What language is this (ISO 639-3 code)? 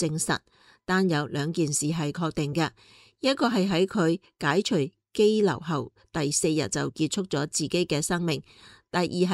yue